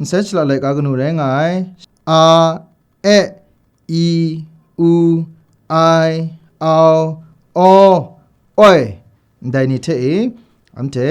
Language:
Kachin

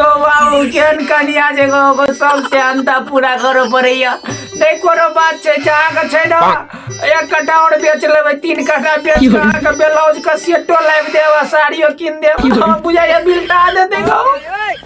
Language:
Maithili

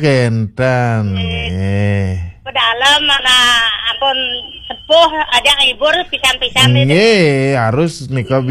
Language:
Balinese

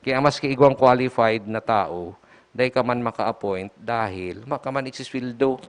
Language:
Bikol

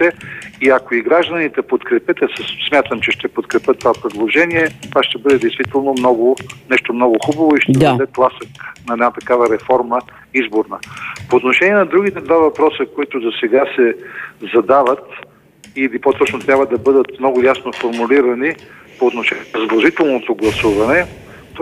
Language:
Bulgarian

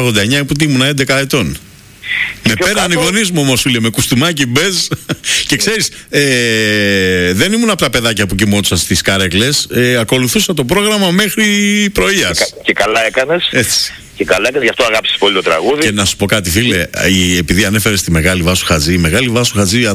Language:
Greek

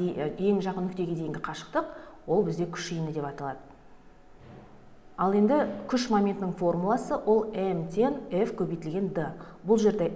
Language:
Kazakh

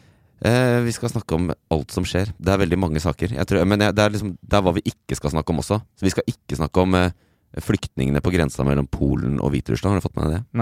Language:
Norwegian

